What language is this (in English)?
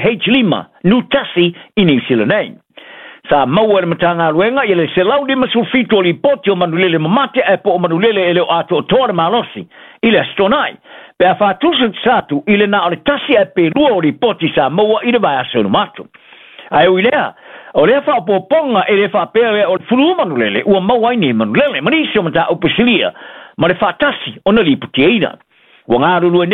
Samoan